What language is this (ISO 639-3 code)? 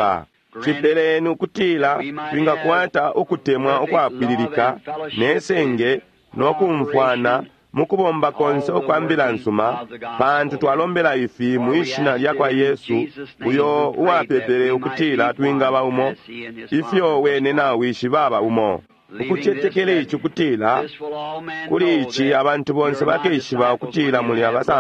bem